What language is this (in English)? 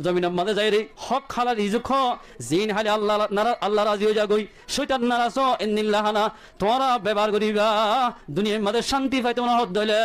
Rohingya